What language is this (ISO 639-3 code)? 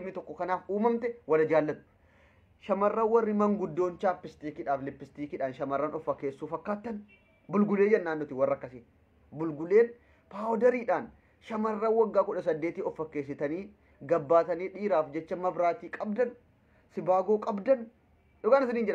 orm